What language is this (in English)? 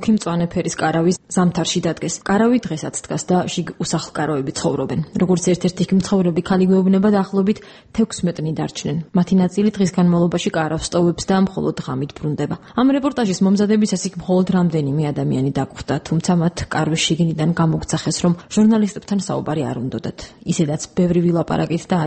Georgian